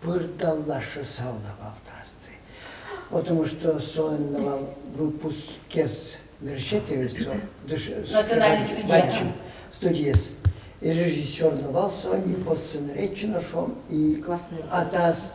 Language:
Udmurt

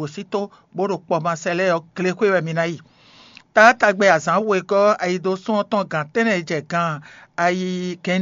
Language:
Fon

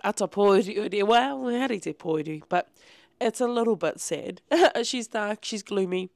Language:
Māori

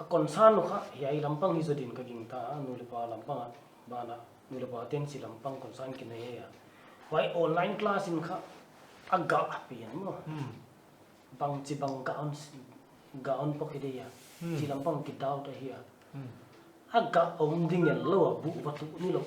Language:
Paite Chin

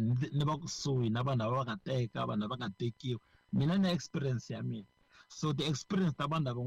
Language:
Tsonga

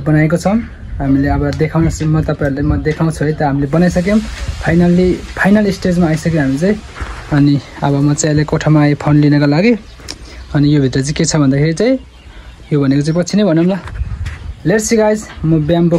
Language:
Nepali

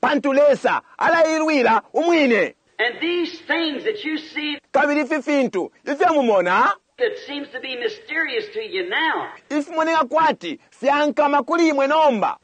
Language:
Bemba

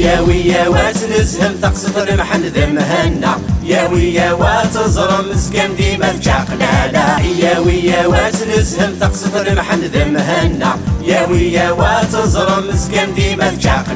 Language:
Kabyle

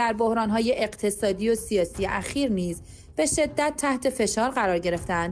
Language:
Persian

